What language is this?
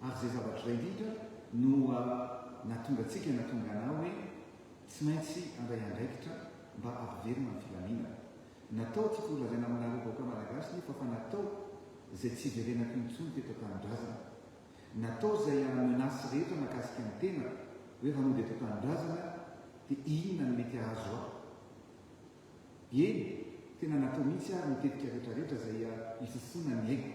Malagasy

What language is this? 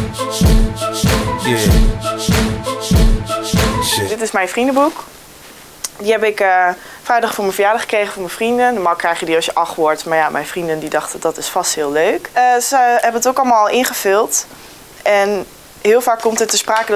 Dutch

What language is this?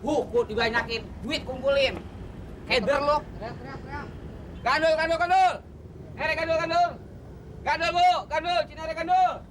Betawi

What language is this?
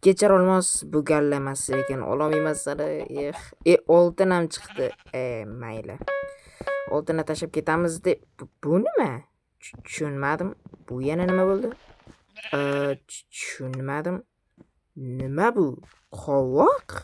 Uzbek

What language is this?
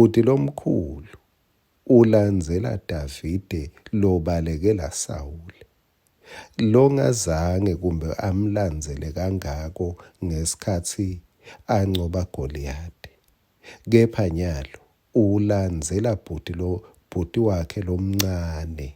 Swati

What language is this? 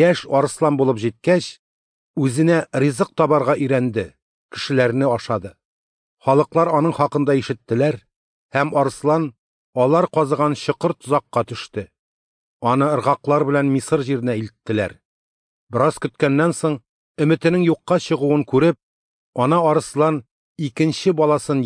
Tatar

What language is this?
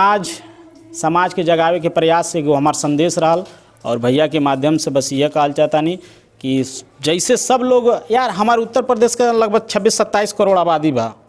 Bhojpuri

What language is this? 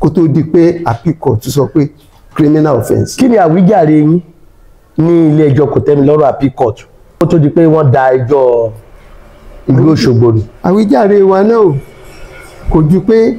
Yoruba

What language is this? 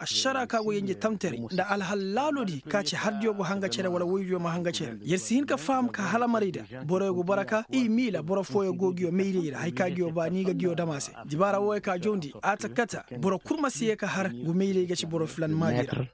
Koyraboro Senni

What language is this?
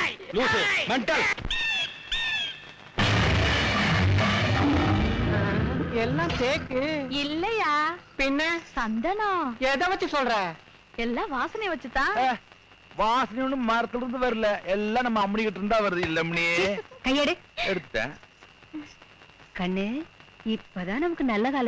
Tamil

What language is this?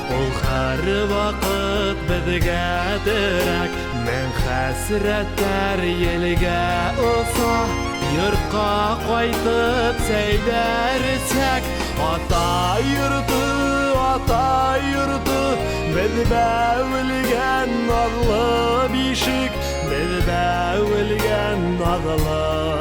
Bashkir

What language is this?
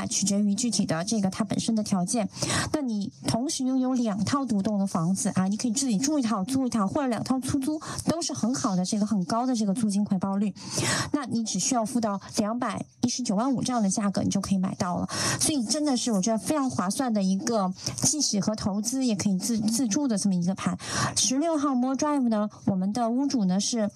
Chinese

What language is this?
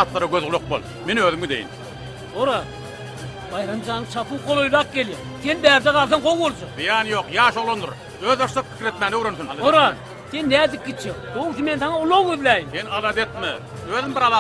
Turkmen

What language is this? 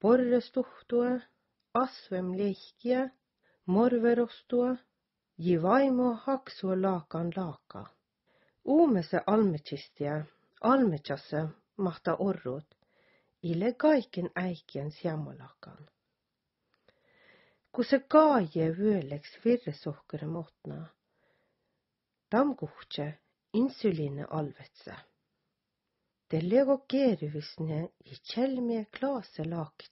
Southern Sami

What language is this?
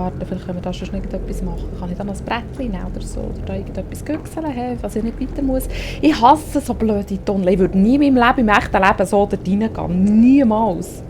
Swiss German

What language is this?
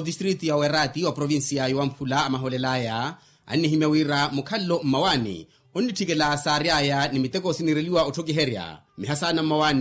Makhuwa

